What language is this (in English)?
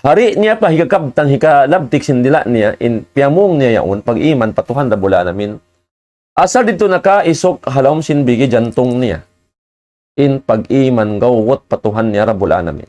Tausug